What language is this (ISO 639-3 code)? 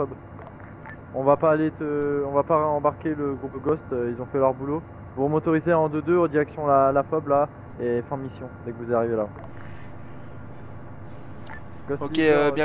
fra